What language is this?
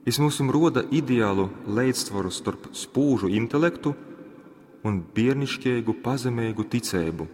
Latgalian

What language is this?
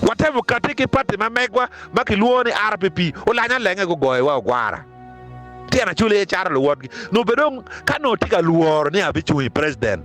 Acoli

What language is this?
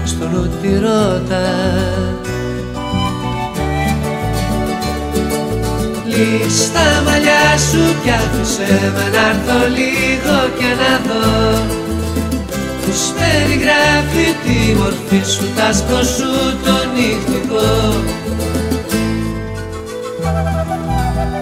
Greek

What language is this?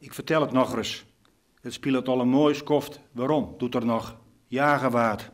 Western Frisian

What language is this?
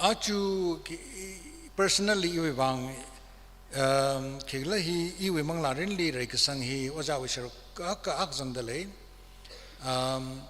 Tangkhul Naga (India)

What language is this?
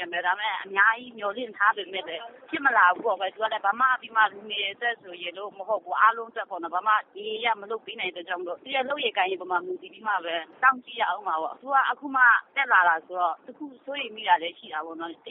Burmese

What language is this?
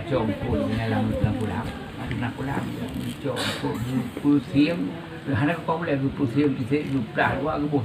Achinese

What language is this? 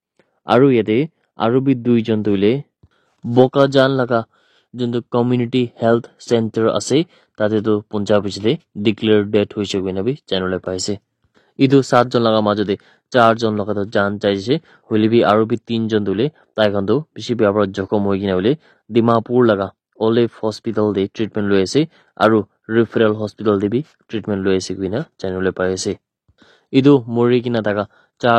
Naga Pidgin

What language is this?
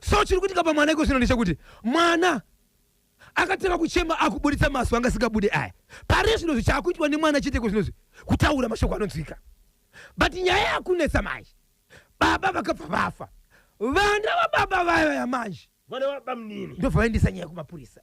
Shona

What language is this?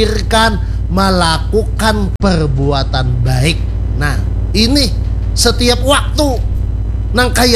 Banjar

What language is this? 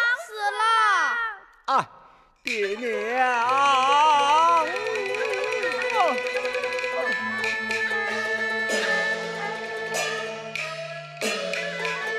Chinese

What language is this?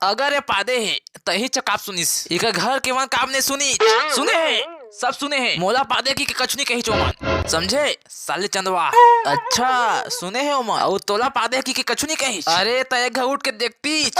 Chhattisgarhi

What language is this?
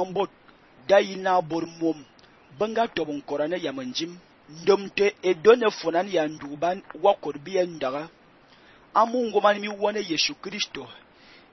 Fang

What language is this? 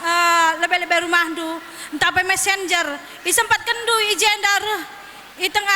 Batak Karo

